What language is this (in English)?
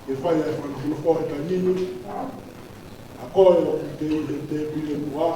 Tongan